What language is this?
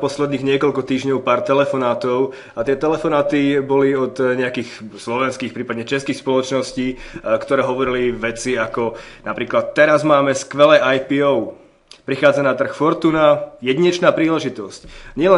Slovak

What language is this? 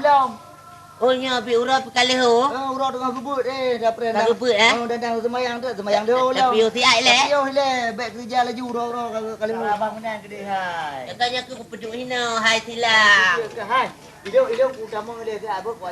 Achinese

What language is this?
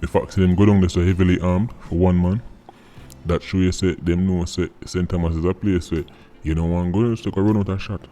Jamaican Creole English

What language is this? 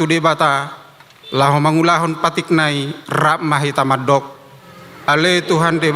Batak Toba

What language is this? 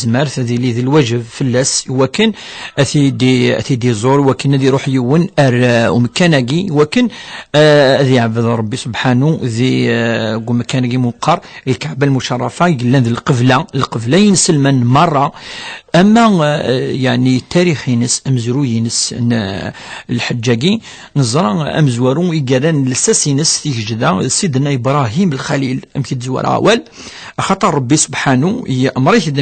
Kabyle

